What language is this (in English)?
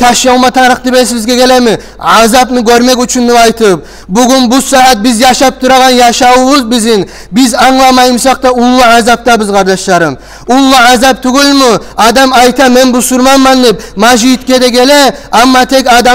Kumyk